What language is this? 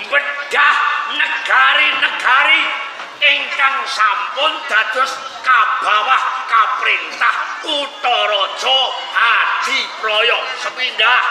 Javanese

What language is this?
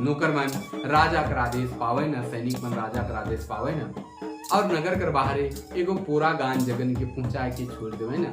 Sadri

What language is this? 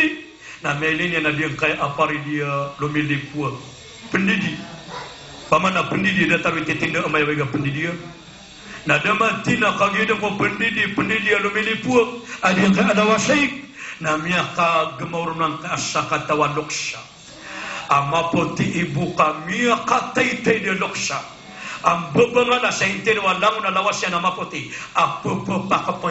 Maranao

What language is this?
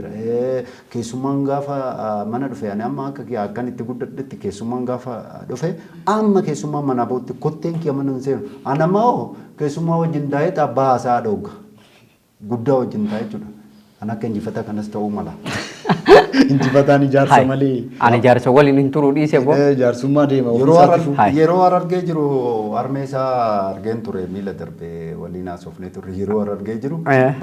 Oromo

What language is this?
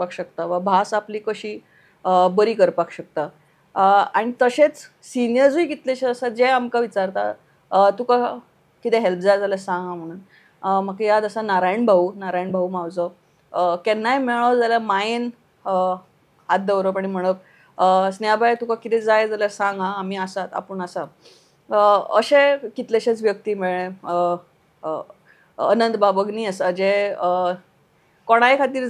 Konkani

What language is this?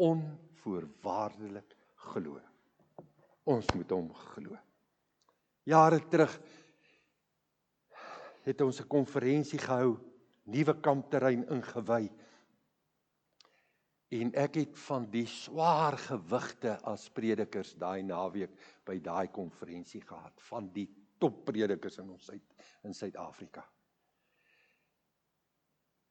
Afrikaans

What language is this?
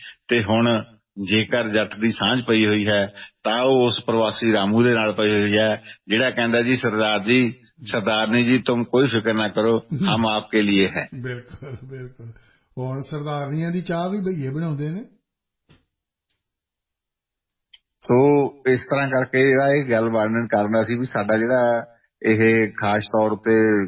Punjabi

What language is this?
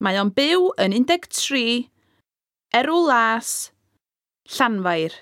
Welsh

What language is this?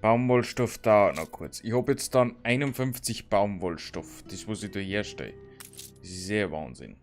Bavarian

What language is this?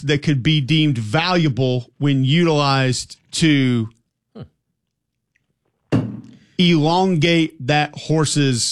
English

